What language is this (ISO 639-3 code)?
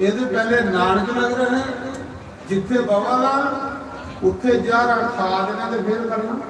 doi